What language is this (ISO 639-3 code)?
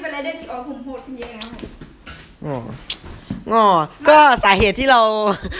tha